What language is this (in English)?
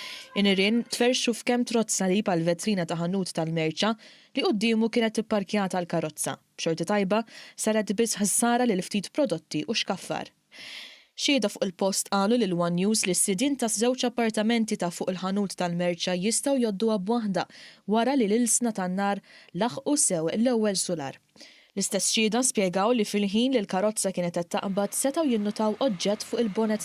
Maltese